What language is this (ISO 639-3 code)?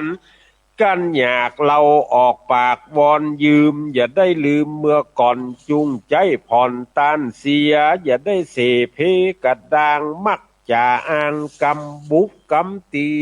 nod